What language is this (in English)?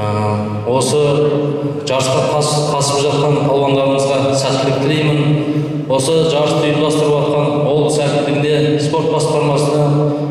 Kazakh